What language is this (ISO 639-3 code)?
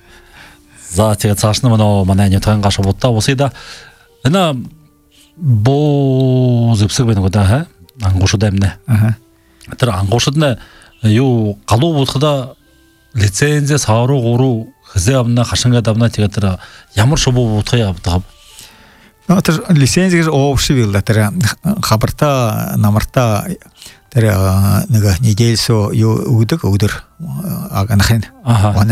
bua